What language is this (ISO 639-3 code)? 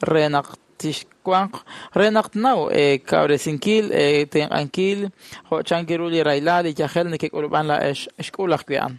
kek